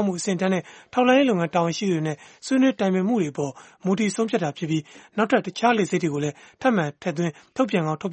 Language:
Burmese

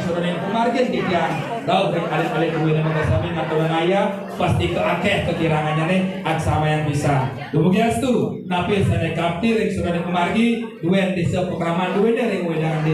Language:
Balinese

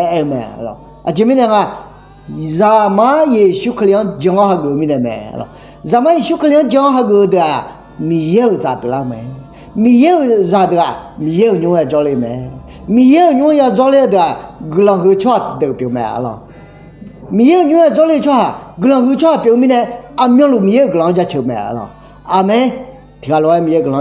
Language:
Akha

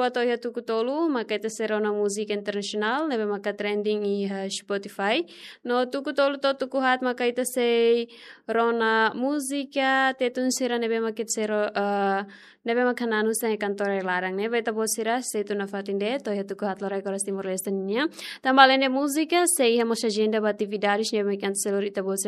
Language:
Tetum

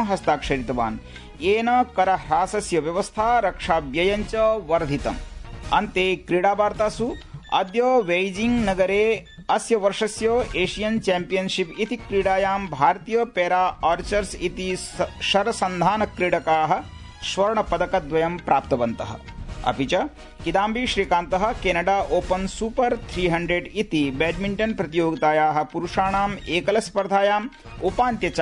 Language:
Sanskrit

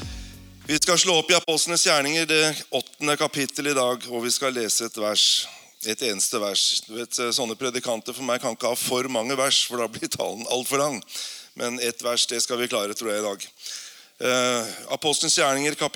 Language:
Norwegian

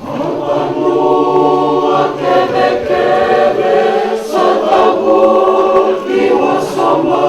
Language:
Fijian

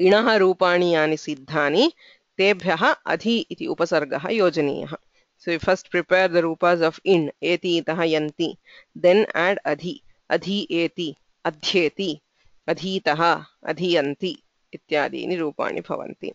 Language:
Sanskrit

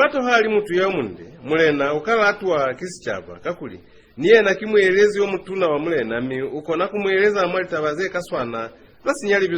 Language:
Lozi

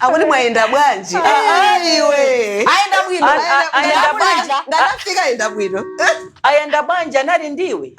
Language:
Nyanja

